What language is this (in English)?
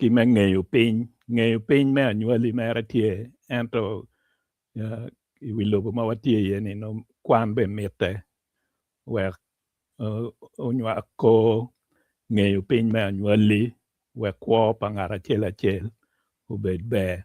Acoli